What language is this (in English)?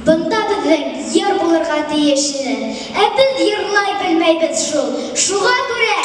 Bashkir